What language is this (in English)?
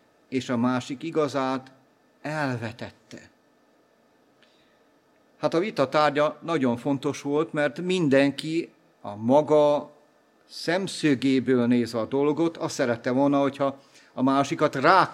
Hungarian